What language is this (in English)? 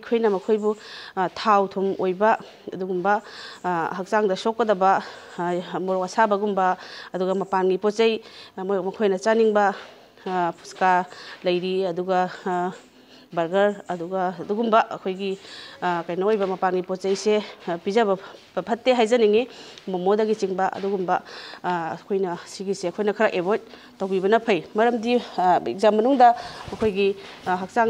Manipuri